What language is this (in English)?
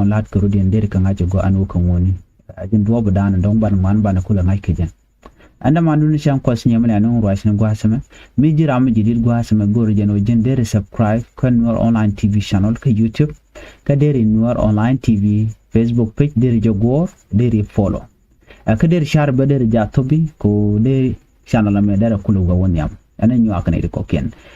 Nuer